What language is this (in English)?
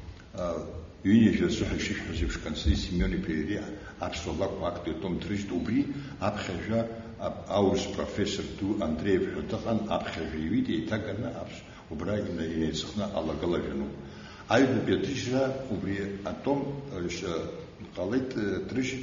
Abkhazian